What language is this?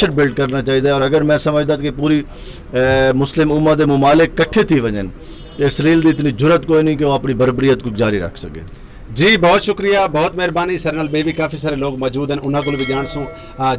Saraiki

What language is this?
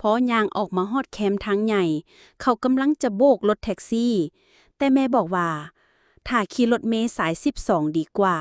Lao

